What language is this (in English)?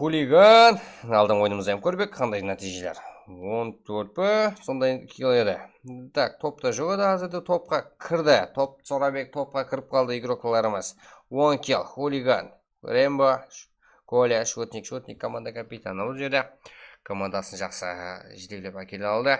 Kara-Kalpak